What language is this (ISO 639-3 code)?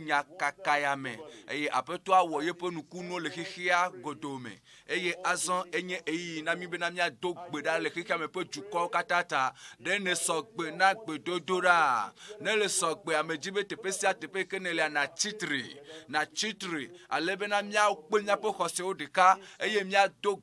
ewe